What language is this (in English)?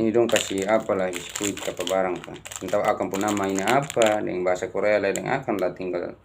Ambonese Malay